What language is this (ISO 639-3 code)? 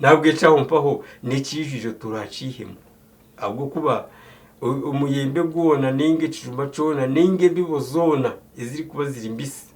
nyn